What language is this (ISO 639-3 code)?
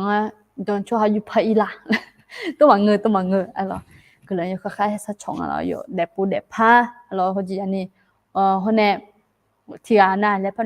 ahk